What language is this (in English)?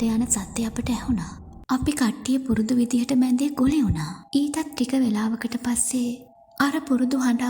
Sinhala